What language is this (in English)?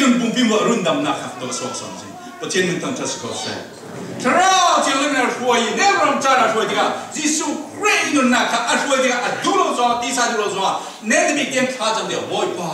Falam Chin